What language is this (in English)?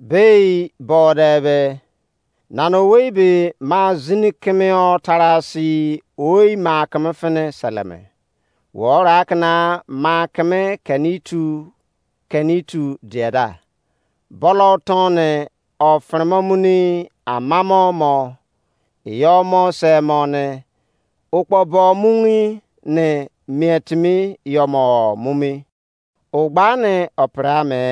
Izon